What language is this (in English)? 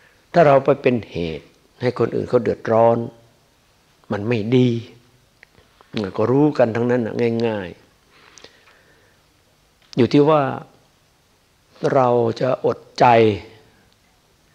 Thai